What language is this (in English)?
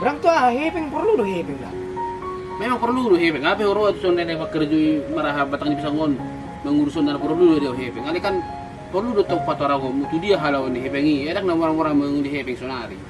Batak Toba